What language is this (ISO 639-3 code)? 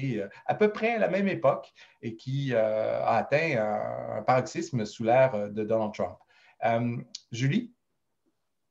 fra